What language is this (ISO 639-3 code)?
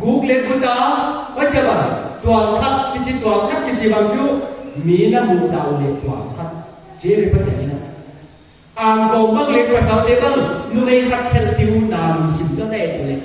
pck